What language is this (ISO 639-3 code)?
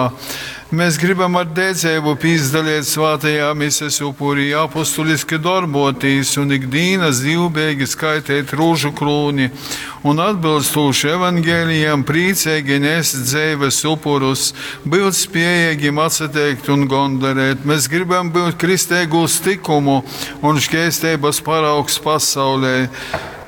ltg